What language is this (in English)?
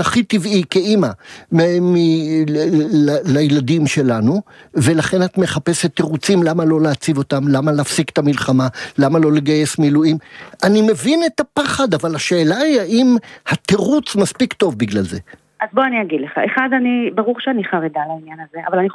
Hebrew